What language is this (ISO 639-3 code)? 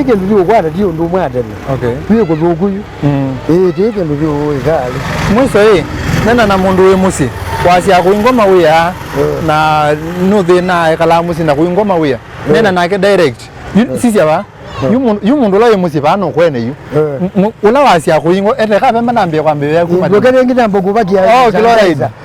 kam